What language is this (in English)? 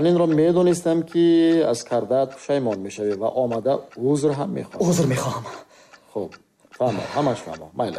Tajik